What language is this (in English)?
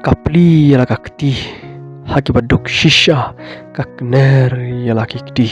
Khasi